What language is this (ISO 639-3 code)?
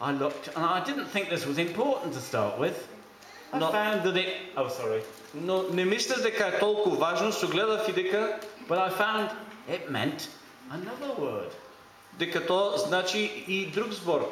mkd